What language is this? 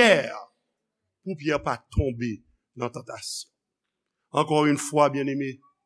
Haitian Creole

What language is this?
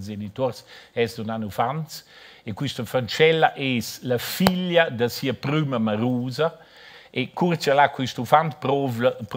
Romansh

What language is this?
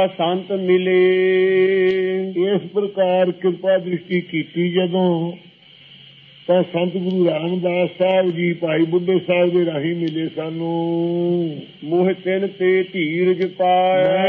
Punjabi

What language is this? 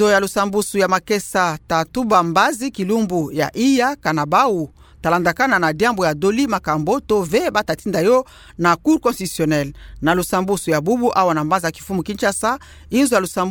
Kituba (Democratic Republic of Congo)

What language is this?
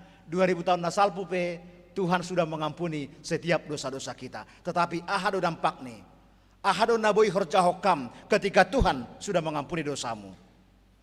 Batak Simalungun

